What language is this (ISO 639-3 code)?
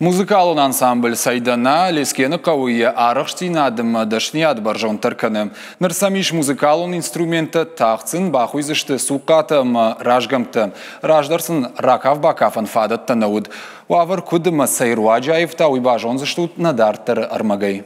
oss